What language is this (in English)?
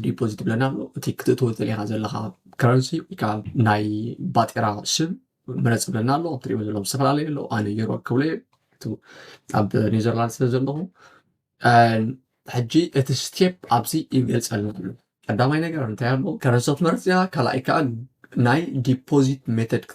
Tigrinya